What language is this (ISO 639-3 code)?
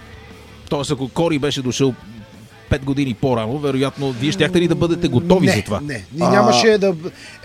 bul